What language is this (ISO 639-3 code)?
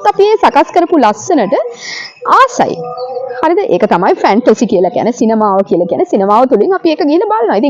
sin